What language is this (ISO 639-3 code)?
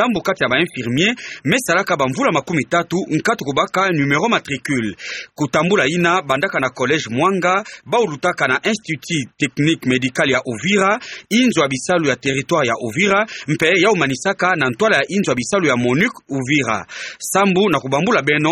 ktu